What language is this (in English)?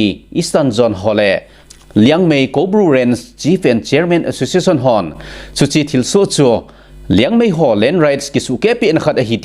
Thado Chin